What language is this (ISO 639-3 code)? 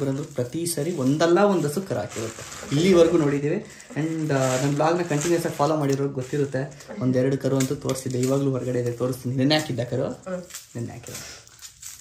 kan